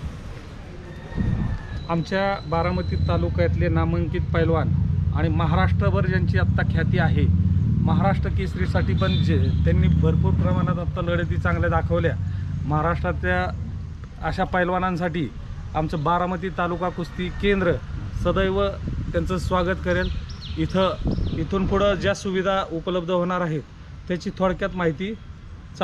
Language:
Marathi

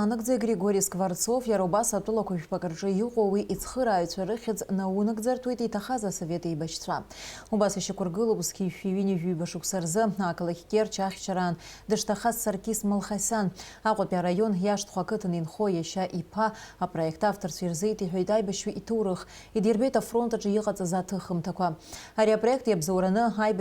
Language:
Abkhazian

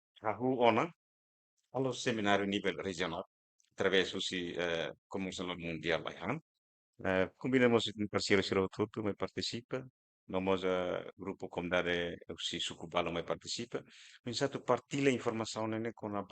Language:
Tetum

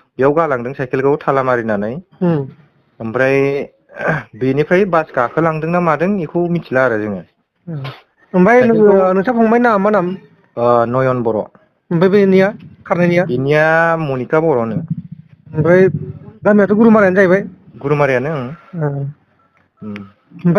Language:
Bodo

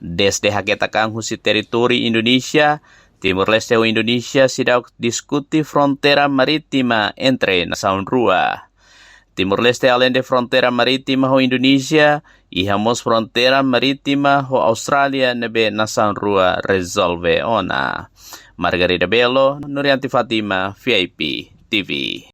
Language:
Tetum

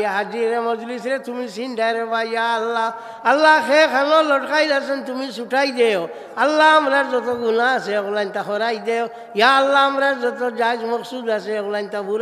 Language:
Sylheti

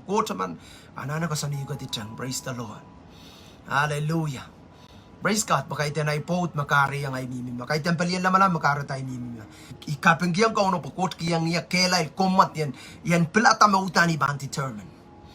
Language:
Pohnpeian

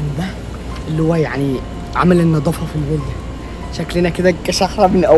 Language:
Egyptian Arabic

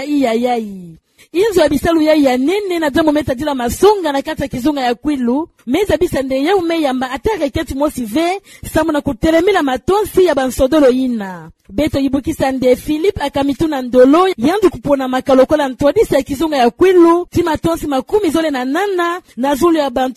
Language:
Kituba (Democratic Republic of Congo)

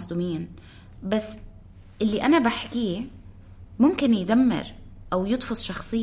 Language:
North Levantine Arabic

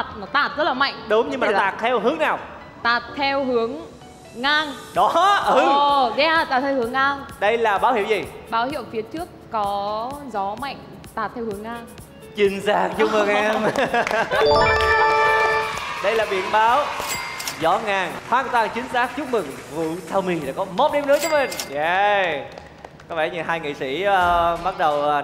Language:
Vietnamese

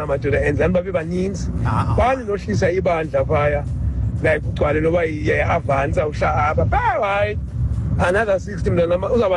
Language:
Xhosa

